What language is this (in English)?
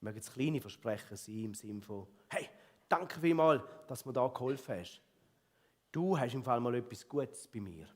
Swiss German